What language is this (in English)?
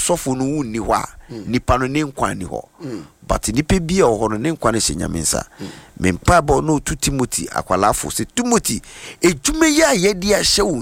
Akan